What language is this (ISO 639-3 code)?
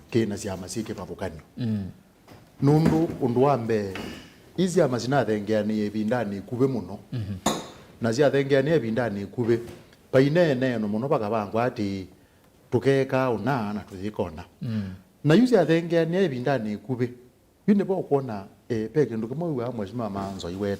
kam